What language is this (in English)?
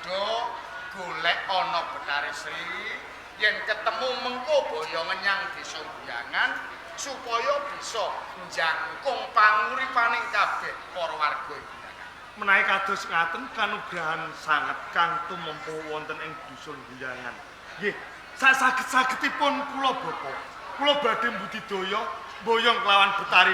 Javanese